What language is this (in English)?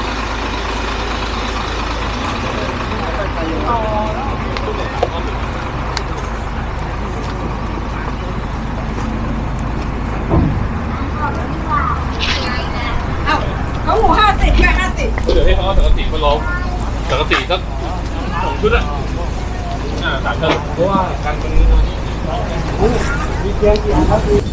Finnish